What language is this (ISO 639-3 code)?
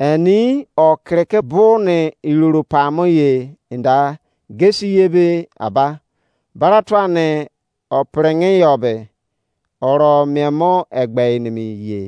ijc